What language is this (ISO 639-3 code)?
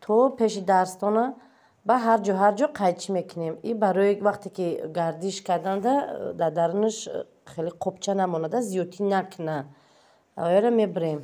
tgk